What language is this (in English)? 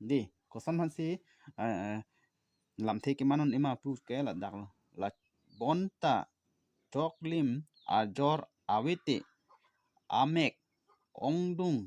Karbi